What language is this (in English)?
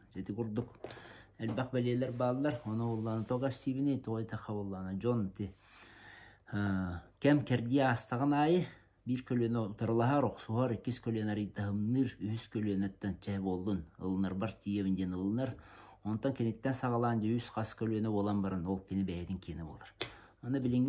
Yakut